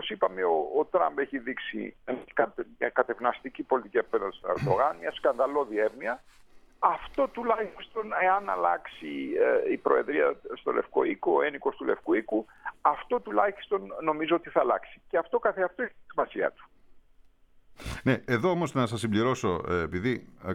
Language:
Greek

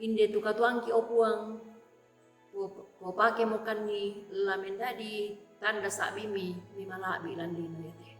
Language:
Toraja-Sa'dan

